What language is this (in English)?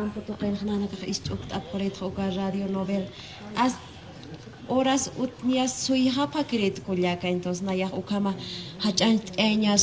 Aymara